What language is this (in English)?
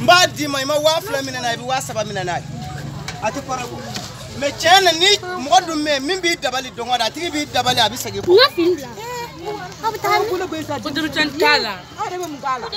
Bambara